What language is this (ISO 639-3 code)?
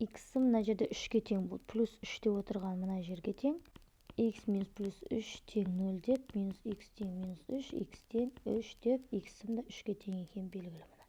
kaz